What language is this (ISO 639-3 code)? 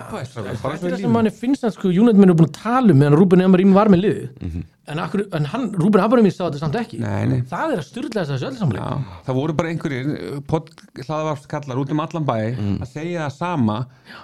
isl